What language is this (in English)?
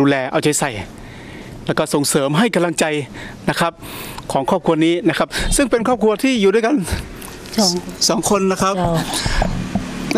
Thai